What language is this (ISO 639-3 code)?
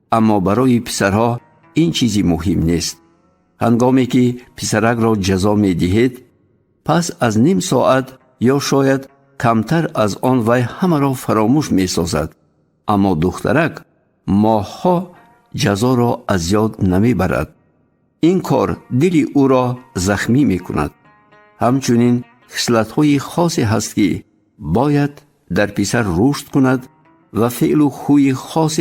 tgk